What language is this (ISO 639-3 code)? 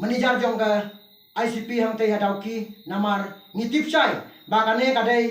kha